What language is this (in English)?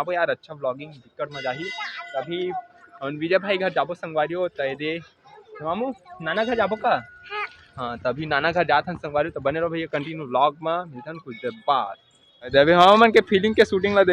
Chhattisgarhi